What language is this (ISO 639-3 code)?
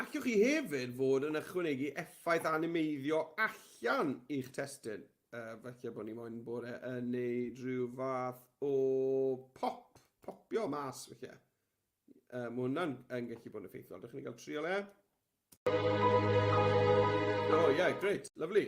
cym